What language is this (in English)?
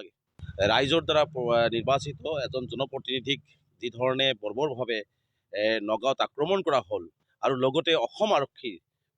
Assamese